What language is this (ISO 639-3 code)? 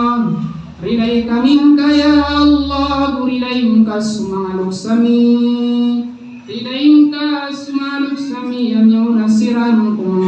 mrw